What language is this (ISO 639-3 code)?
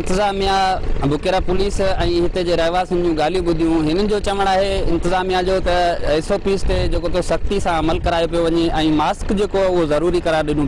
snd